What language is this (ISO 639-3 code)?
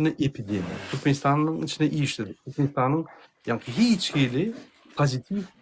tuk